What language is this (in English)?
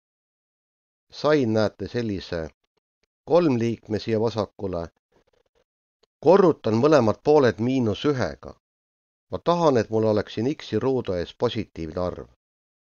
Estonian